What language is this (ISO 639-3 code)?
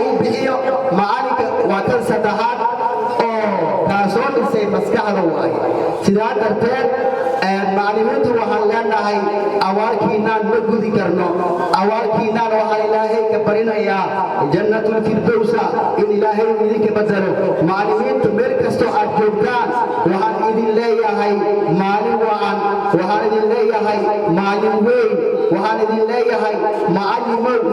som